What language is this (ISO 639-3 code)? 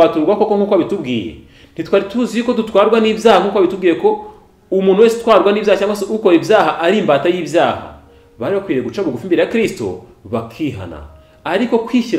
kin